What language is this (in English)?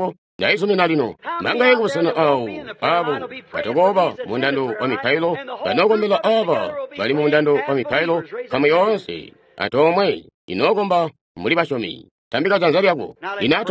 Tonga (Zambia)